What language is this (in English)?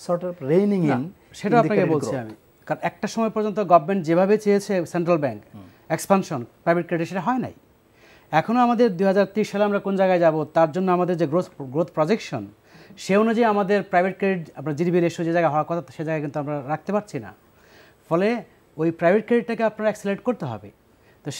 Bangla